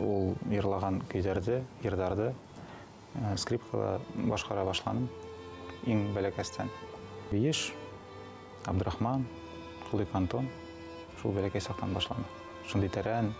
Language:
Bashkir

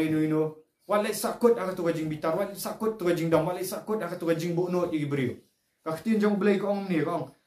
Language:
Khasi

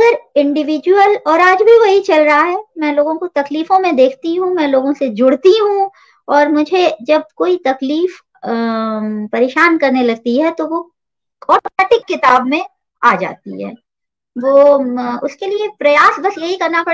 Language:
Hindi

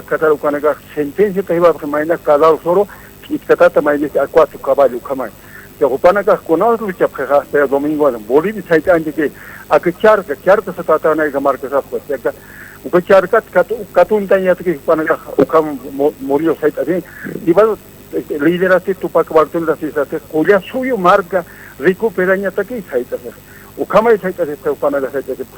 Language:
Aymara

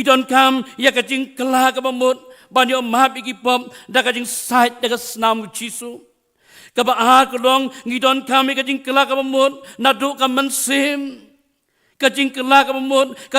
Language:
Khasi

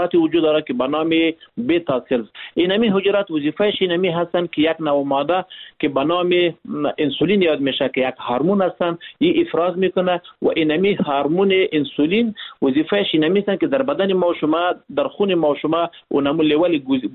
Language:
Persian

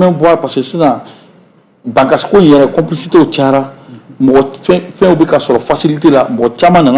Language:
Bambara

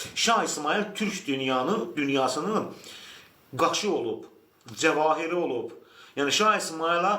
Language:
Azerbaijani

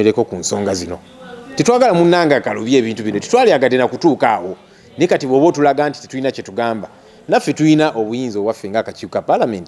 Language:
Ganda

